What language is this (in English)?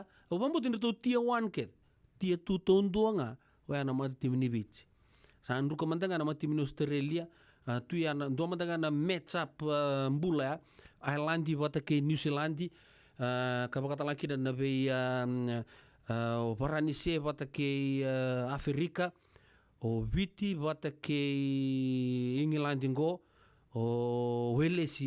Fijian